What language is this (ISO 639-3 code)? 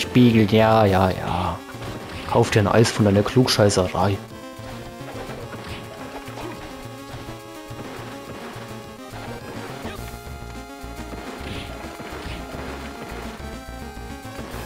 deu